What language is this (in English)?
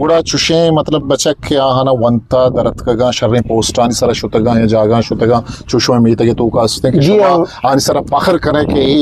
Eastern Balochi